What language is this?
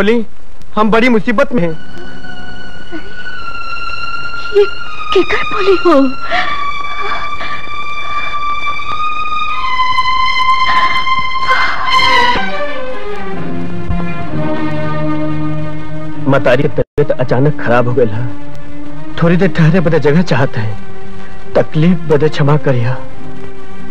Bhojpuri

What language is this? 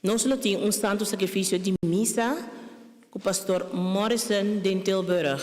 Papiamento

